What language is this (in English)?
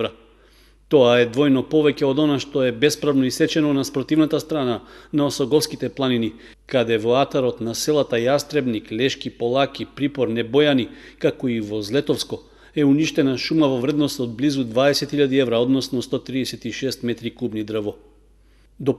Macedonian